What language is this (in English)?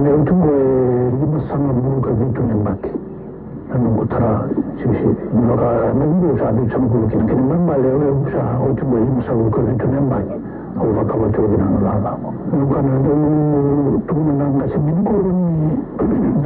Fijian